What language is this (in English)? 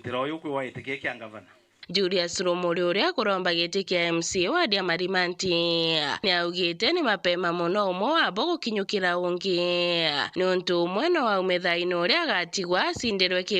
Meru